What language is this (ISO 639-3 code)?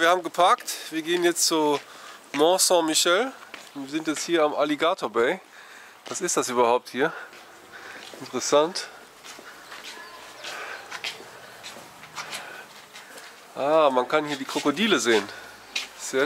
deu